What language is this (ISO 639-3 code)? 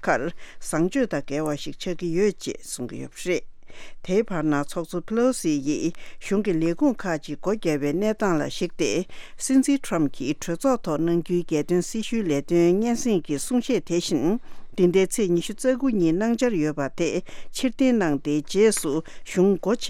bod